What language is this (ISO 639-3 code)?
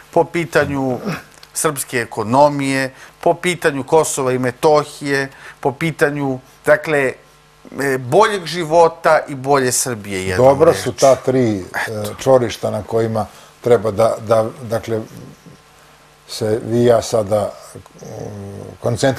srp